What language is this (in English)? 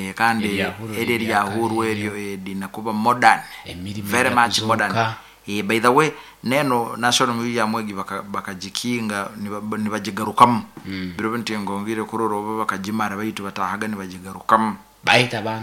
Nyoro